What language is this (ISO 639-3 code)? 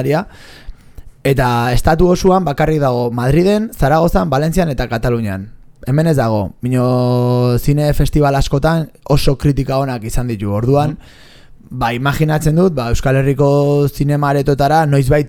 eus